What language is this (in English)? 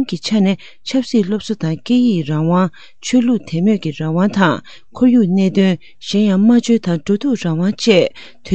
Tibetan